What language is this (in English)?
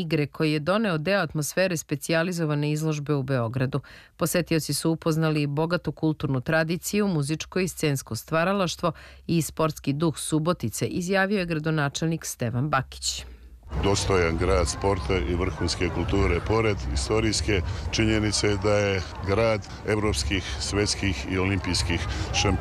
Serbian